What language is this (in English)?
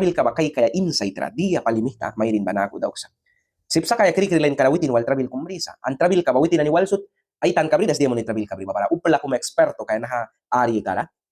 Mískito